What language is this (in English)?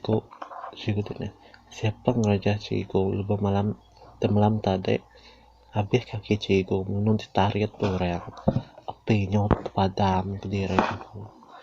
Iban